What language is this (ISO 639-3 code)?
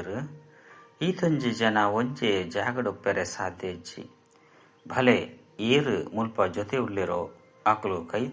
tcy